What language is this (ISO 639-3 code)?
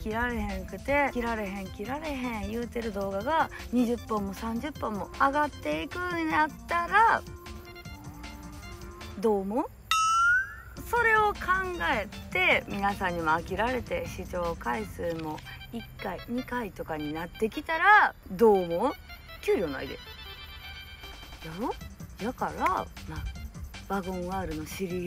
jpn